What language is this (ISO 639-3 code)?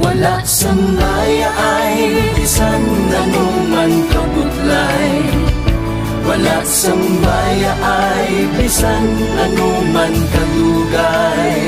hil